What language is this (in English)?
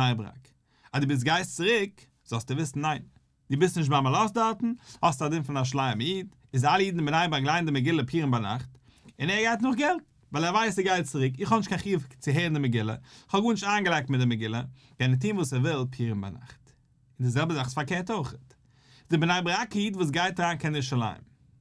Yiddish